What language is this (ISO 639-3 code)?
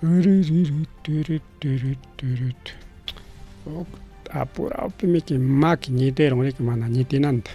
quy